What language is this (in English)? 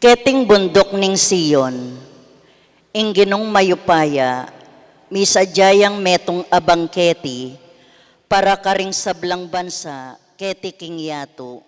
Pampanga